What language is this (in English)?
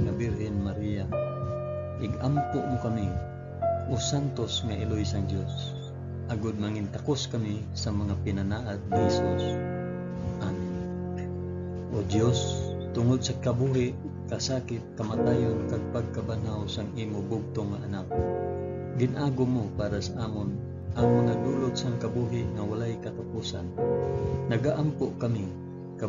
Hiligaynon